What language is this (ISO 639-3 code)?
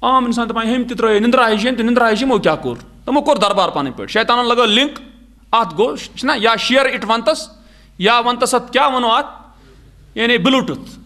kas